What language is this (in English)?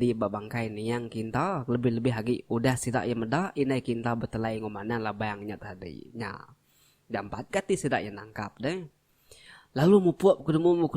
Iban